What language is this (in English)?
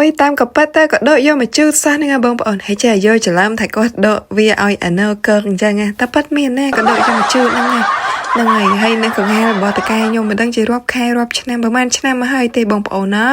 Khmer